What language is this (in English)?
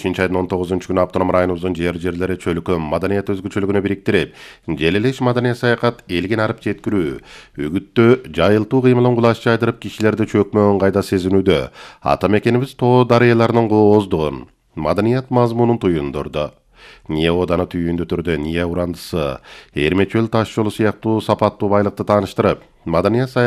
Kyrgyz